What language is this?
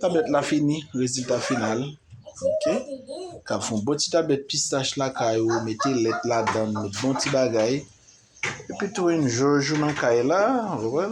Haitian Creole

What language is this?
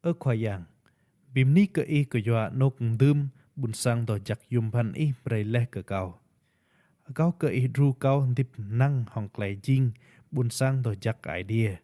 Rade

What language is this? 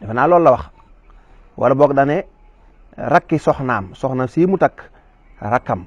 Wolof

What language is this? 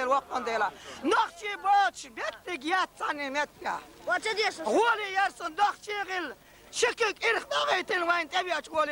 Chechen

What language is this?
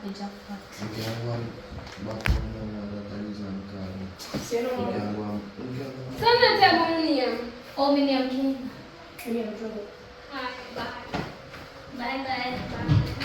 Jamaican Creole English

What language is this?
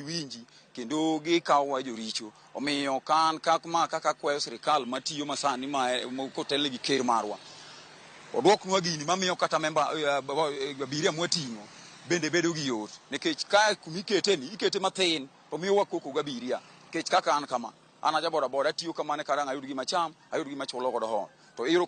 Luo (Kenya and Tanzania)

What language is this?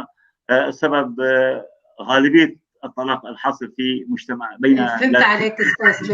North Levantine Arabic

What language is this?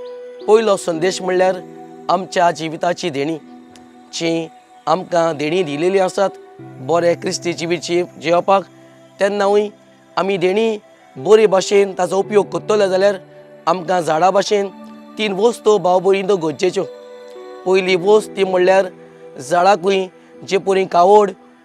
Konkani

